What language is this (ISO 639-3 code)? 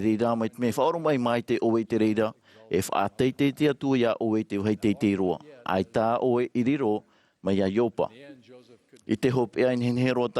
tah